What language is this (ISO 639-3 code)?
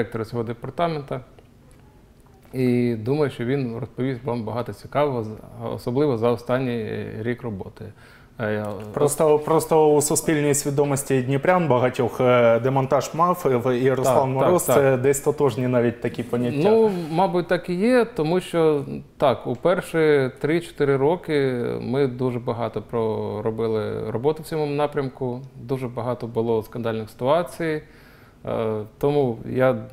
ukr